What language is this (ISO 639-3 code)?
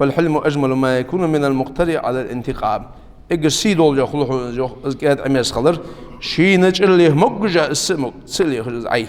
inh